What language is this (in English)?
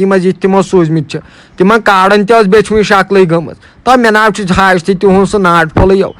Kashmiri